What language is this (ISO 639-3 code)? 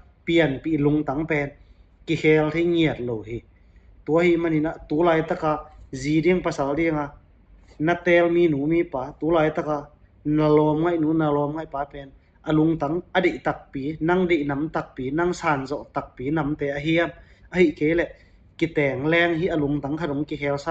ctd